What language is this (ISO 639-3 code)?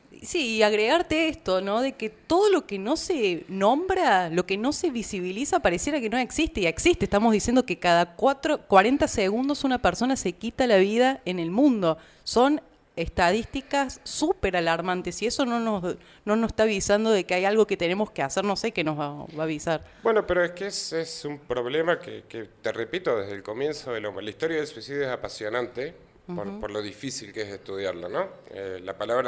spa